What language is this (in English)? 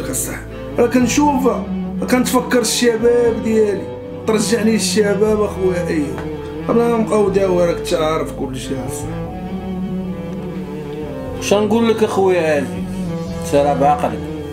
Moroccan Arabic